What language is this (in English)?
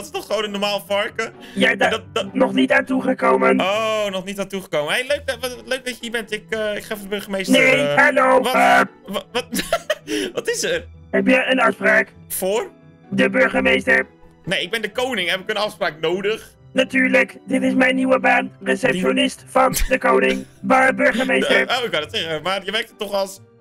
Dutch